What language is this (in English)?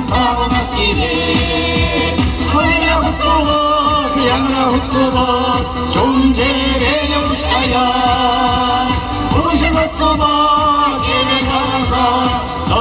Chuvash